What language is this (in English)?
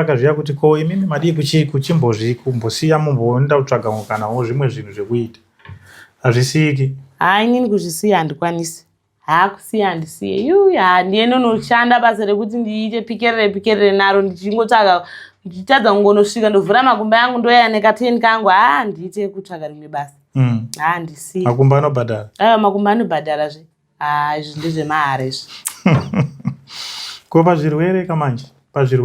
Shona